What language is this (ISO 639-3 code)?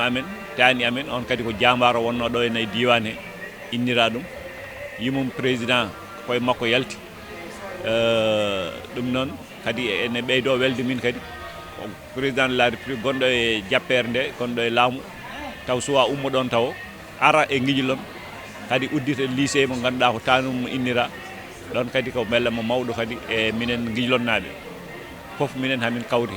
ful